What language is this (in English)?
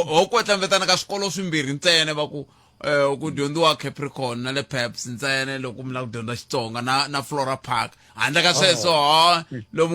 Tsonga